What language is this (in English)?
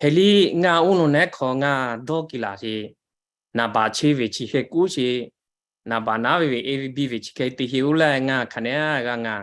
Lahu